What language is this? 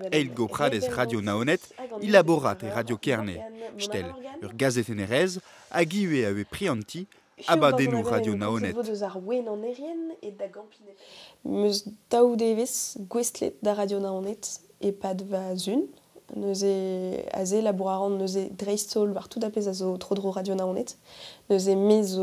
Breton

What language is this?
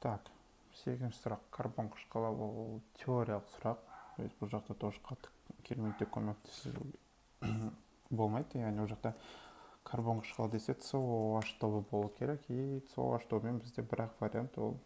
Kazakh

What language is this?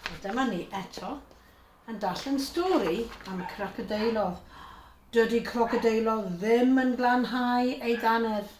Welsh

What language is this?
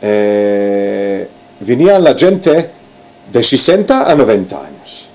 Ladino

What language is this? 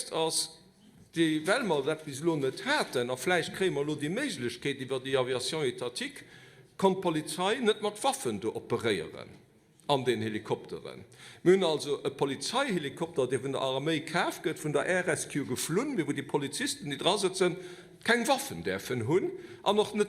Luxembourgish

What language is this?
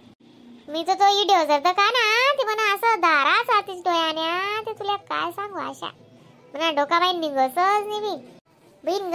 Khandesi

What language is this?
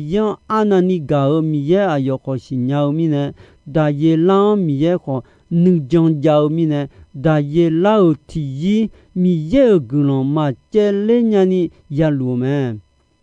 Akha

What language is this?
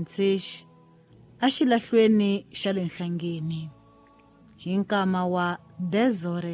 Tsonga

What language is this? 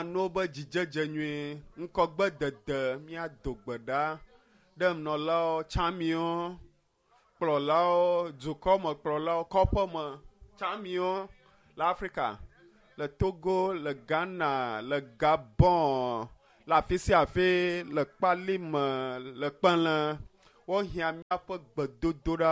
Ewe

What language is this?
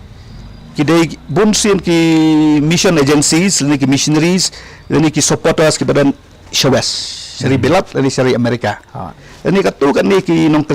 Khasi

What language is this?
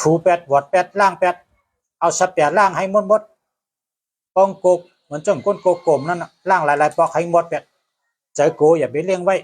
Shan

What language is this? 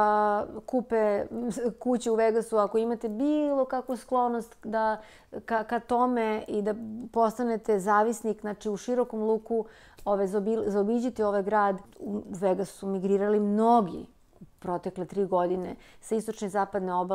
Serbian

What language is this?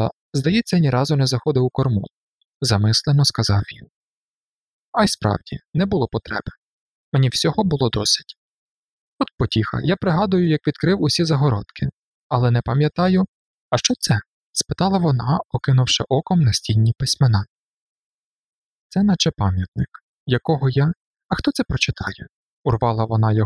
Ukrainian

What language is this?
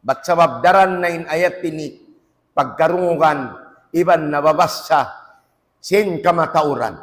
Tausug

